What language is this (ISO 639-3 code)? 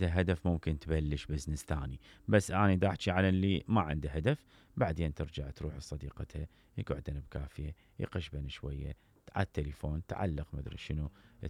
acm